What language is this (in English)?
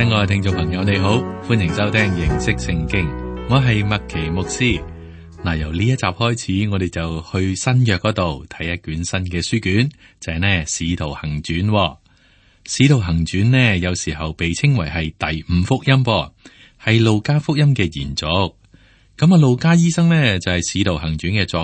Cantonese